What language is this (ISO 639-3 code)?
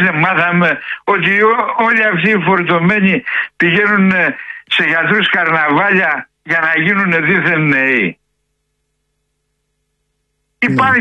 ell